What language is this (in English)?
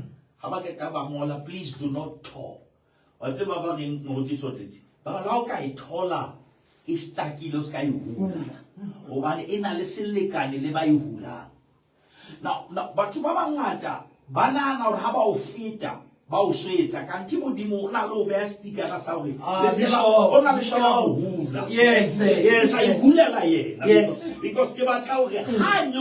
Southern Sotho